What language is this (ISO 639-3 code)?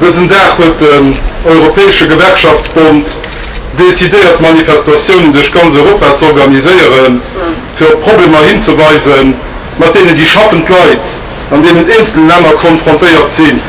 ltz